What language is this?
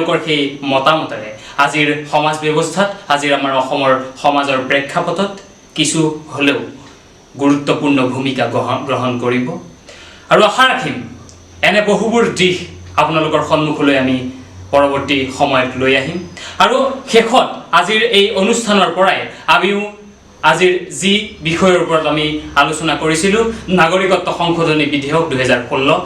Assamese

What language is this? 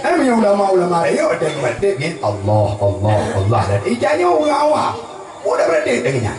Achinese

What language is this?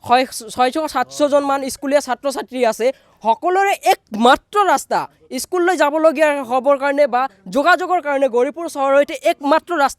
Assamese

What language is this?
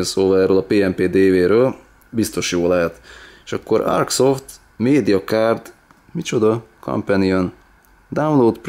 Hungarian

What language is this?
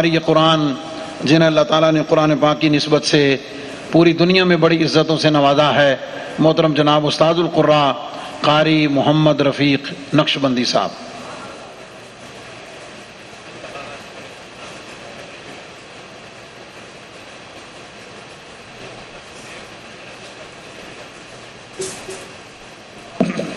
Urdu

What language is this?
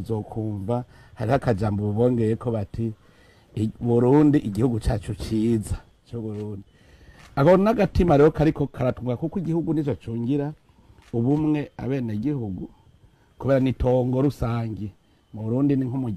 Rundi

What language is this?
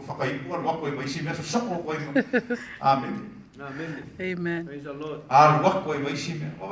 Samoan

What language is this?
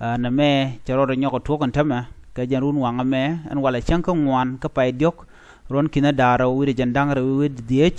Nuer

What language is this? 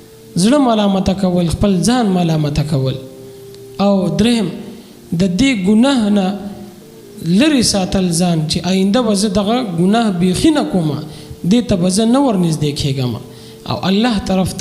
Pashto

